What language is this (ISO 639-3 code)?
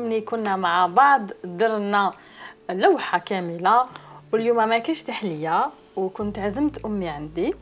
arq